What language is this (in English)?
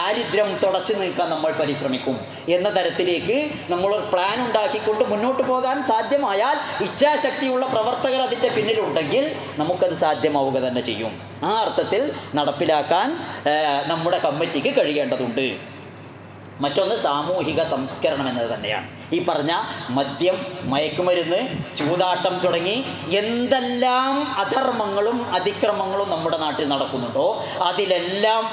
Malayalam